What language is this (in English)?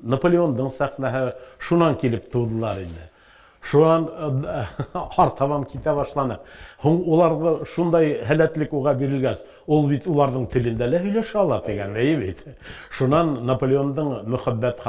Bashkir